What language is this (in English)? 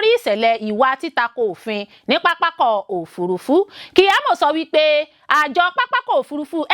Yoruba